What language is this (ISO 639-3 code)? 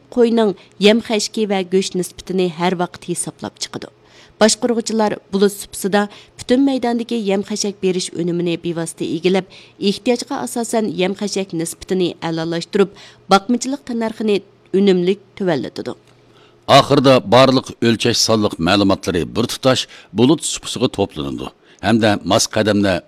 uig